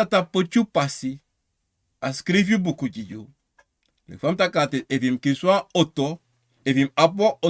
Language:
Sranan Tongo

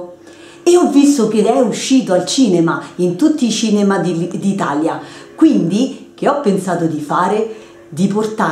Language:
Italian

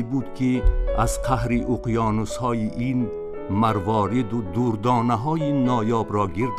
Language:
Tajik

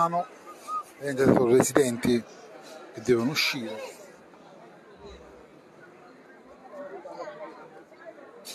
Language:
Italian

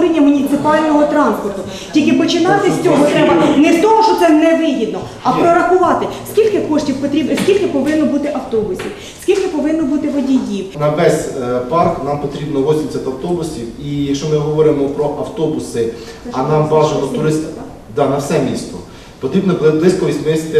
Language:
Ukrainian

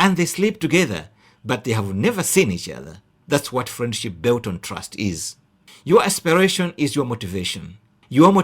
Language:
English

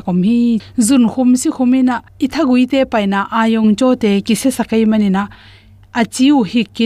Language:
Tedim Chin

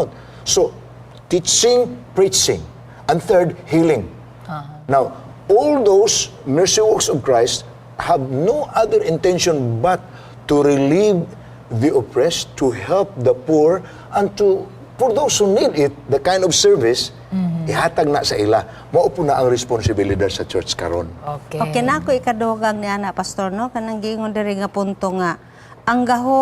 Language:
Cebuano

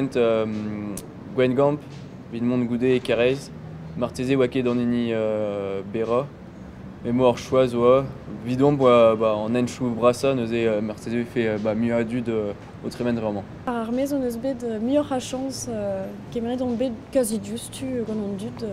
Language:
Breton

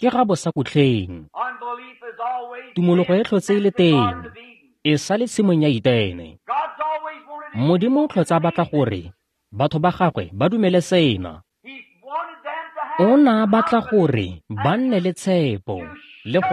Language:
Tswana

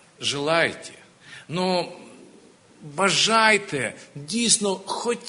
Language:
Ukrainian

